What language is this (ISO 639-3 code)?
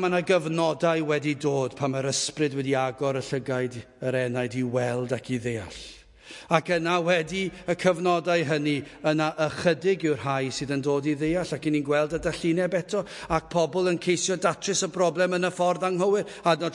cym